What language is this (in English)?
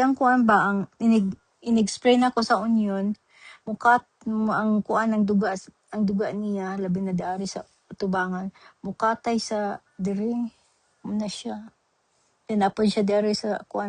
Cebuano